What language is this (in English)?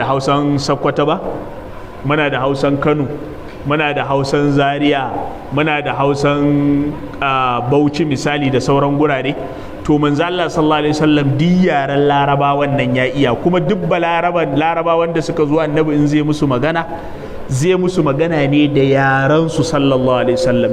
Hausa